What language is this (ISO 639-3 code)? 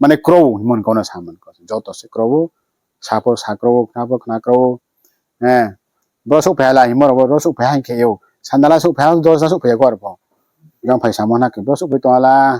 ria